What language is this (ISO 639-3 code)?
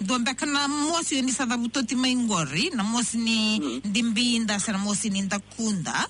fij